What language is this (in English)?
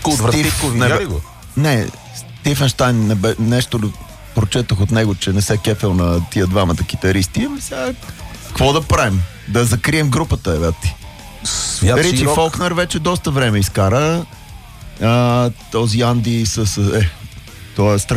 Bulgarian